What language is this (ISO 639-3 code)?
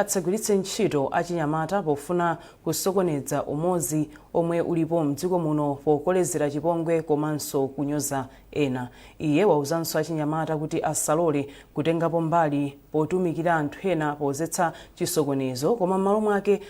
nya